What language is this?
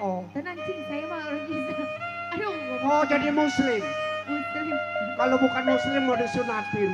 Betawi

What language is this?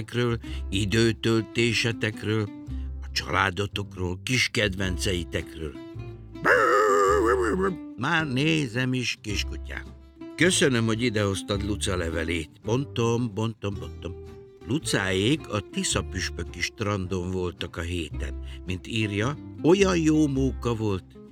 Hungarian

